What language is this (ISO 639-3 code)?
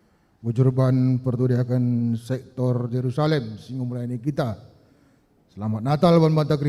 btx